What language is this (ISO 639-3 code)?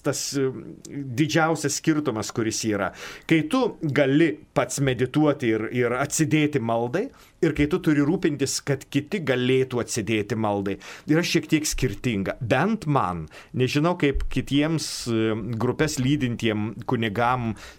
lit